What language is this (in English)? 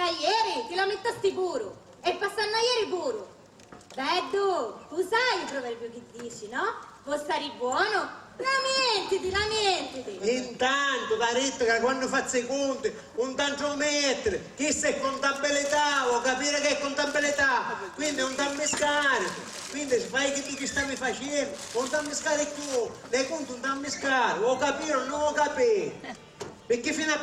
Sicilian